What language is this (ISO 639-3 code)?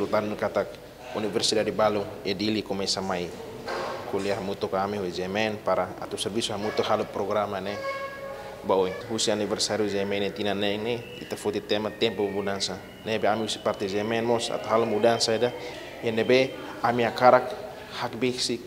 tet